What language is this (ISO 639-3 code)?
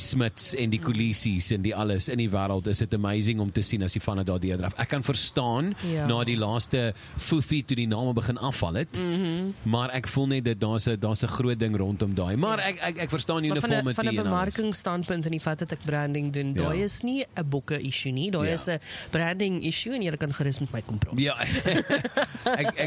afr